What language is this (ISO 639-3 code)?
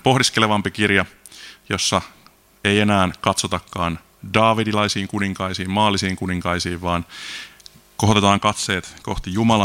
fin